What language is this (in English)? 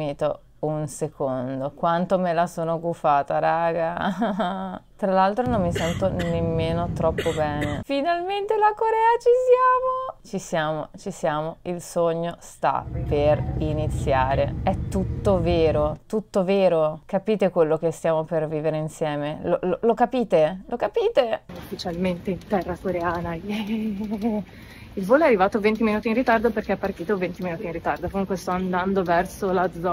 Italian